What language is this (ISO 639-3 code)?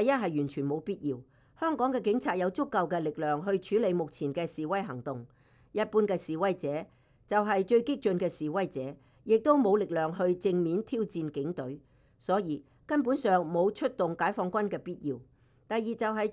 yue